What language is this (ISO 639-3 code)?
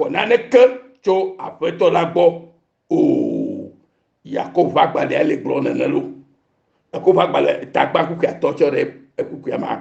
ewe